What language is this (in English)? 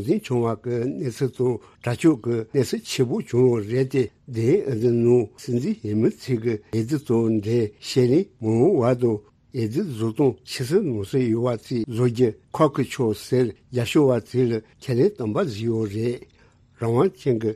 Tibetan